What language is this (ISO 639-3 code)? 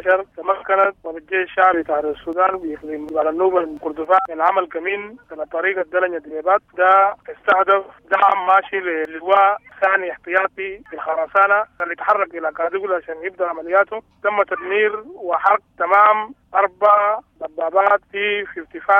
apd